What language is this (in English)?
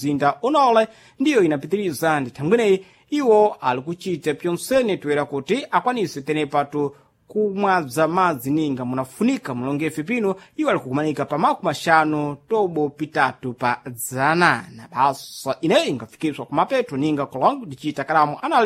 Sena